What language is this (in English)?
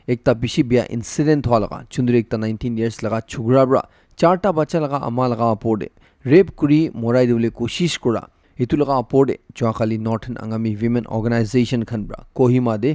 Naga Pidgin